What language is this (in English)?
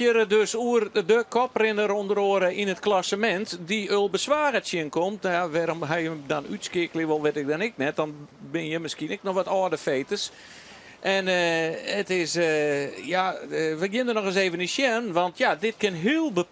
Western Frisian